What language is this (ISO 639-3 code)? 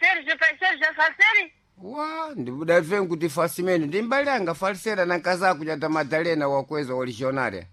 seh